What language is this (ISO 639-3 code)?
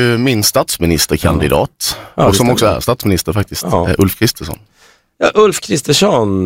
swe